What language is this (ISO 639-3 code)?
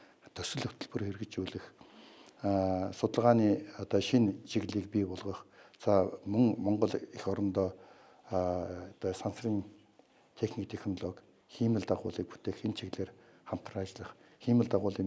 mon